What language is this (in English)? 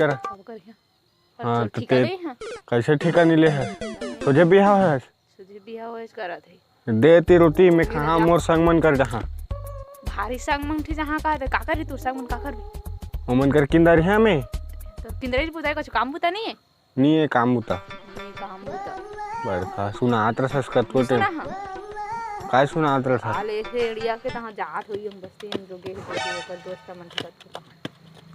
Chhattisgarhi